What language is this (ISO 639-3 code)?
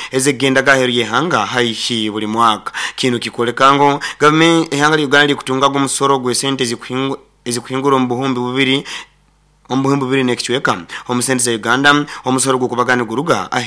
nyo